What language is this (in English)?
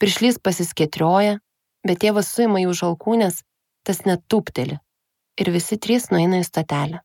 Lithuanian